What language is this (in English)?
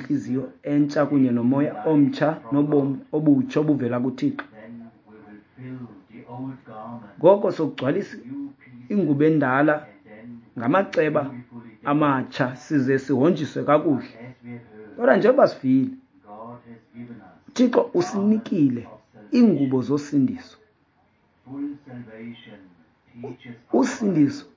Xhosa